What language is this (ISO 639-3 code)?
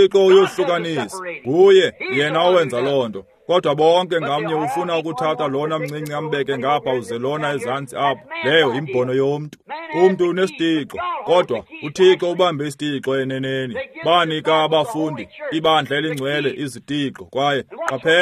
xho